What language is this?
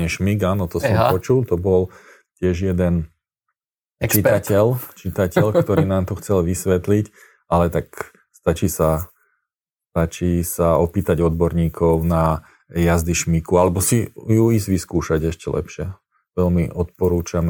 Slovak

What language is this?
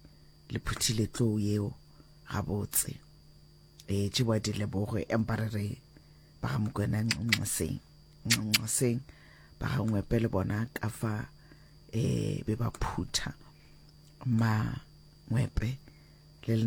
Northern Sotho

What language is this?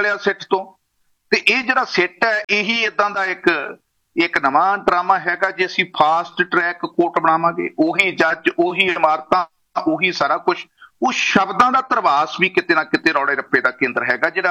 Punjabi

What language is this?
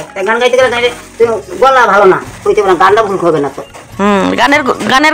Bangla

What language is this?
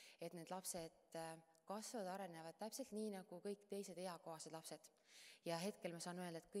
Estonian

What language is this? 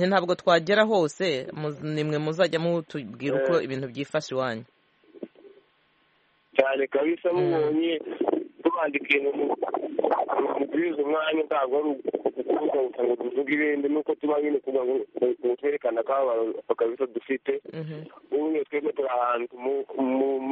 Kinyarwanda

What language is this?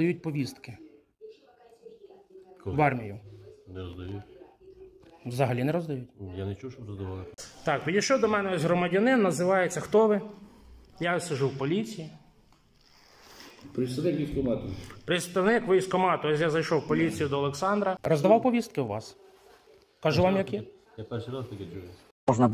Ukrainian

